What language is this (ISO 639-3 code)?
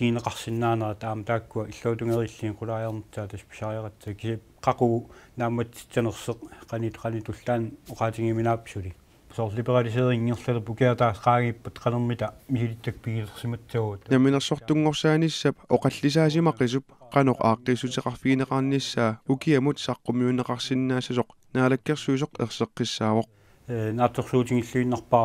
kal